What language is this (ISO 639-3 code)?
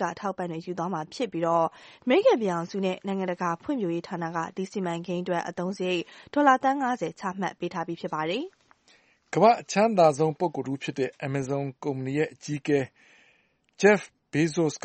mya